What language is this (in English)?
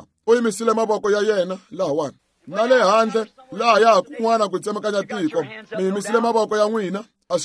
Tsonga